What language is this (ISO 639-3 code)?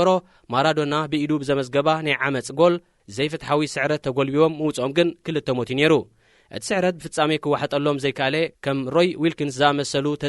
tir